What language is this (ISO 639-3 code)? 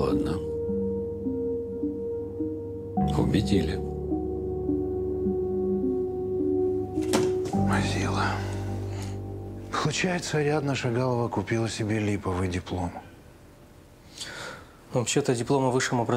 rus